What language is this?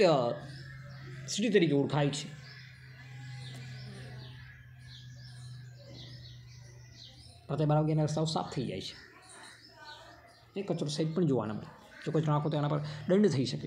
Gujarati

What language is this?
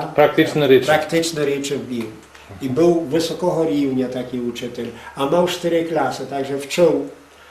Rusyn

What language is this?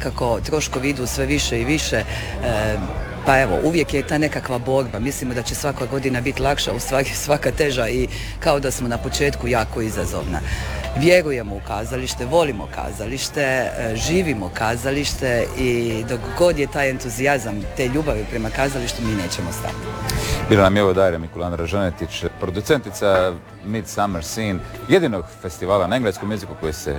Croatian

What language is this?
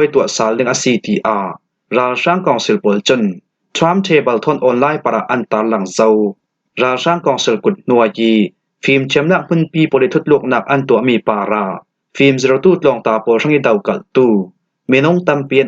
Falam Chin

